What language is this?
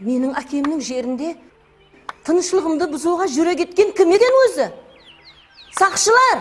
Kara-Kalpak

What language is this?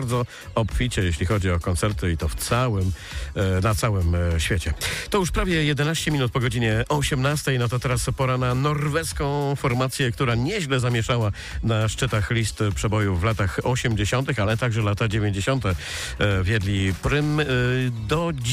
Polish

